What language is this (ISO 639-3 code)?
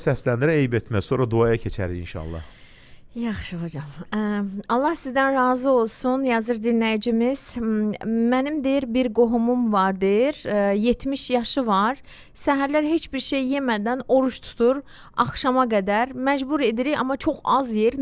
aze